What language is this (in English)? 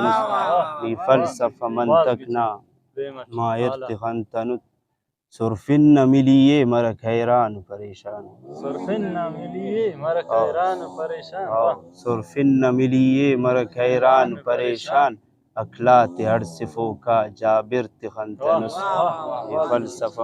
Brahui